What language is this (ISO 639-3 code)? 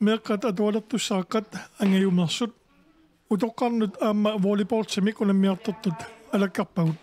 kal